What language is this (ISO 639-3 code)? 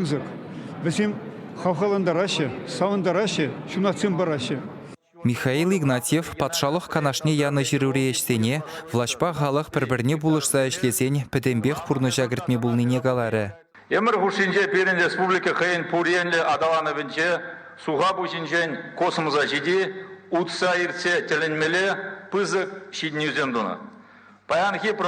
chv